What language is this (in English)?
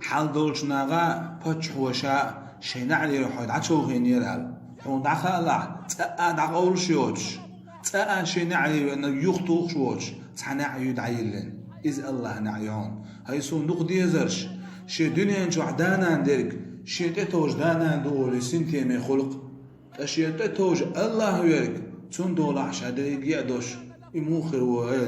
Chechen